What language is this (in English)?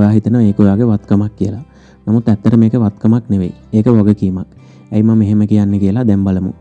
Sinhala